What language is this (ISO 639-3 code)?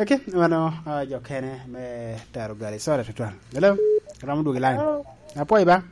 laj